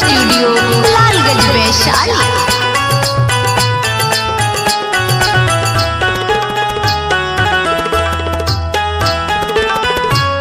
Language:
Bhojpuri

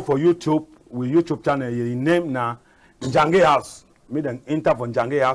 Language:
Cameroon Pidgin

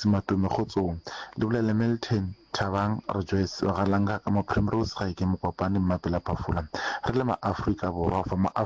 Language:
Northern Sotho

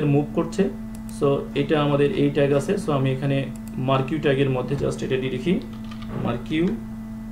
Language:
Bangla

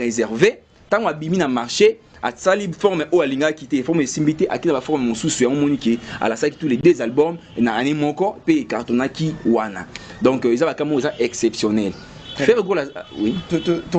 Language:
Lingala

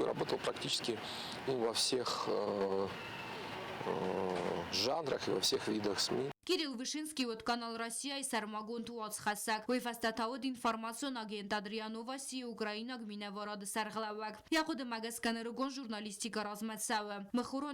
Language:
Ossetic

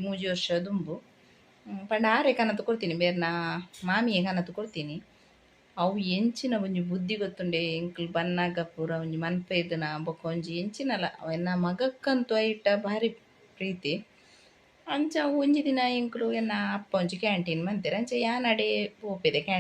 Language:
Tulu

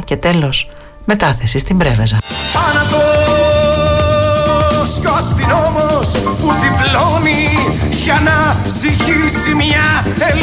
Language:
Greek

